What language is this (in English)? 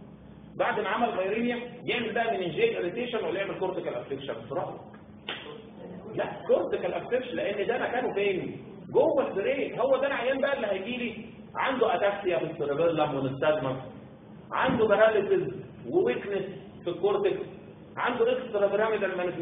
Egyptian Arabic